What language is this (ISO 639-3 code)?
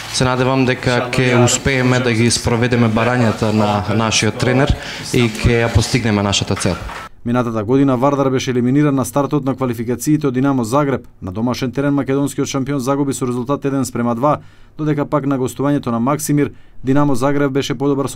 mkd